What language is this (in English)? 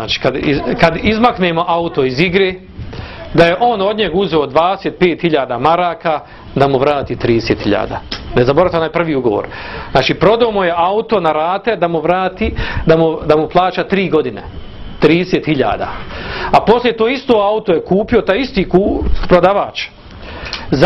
Bosnian